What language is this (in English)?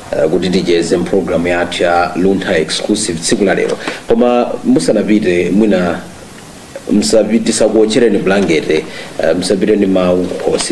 Nyanja